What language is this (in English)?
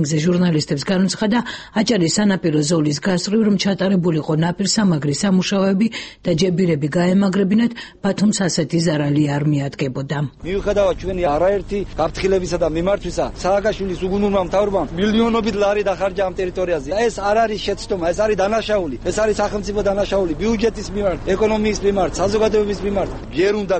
Georgian